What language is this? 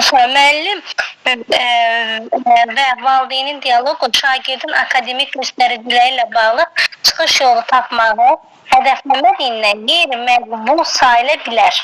Azerbaijani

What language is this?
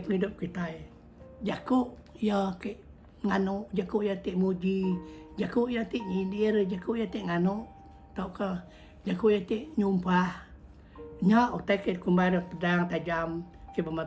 Iban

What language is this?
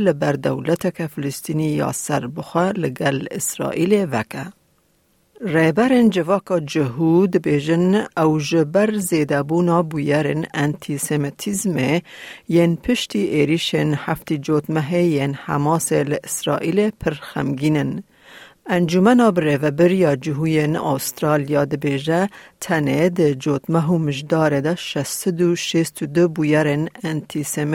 Kurdish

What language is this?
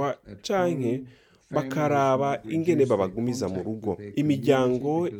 Rundi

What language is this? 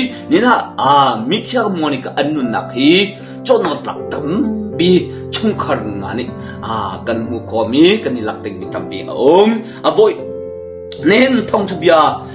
Hakha Chin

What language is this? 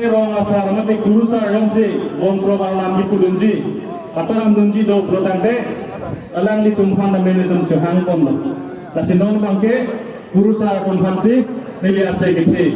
Karbi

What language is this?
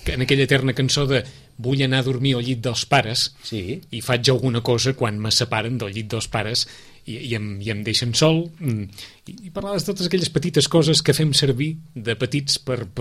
Catalan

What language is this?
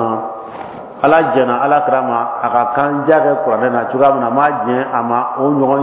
Bambara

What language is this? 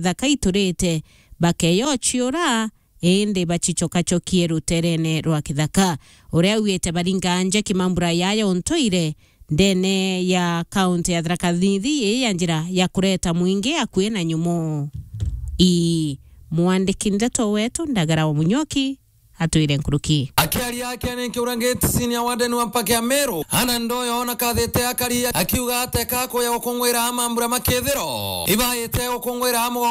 Meru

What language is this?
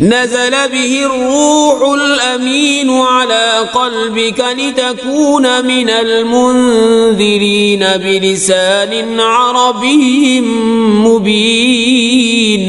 Kashmiri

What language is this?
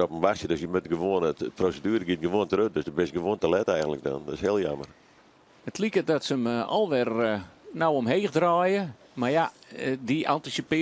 Western Frisian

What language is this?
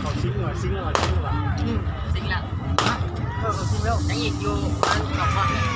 Lao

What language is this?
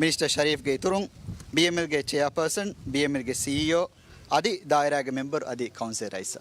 Divehi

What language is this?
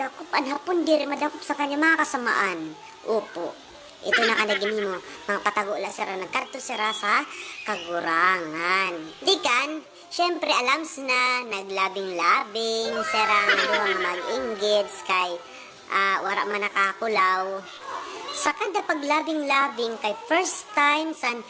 Waray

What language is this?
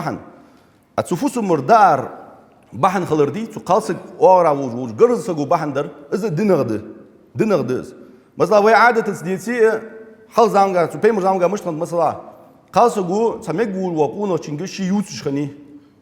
Ingush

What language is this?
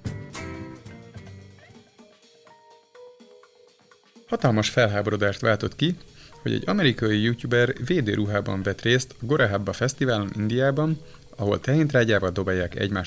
Hungarian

